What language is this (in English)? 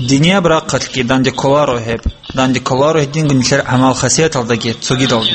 Avaric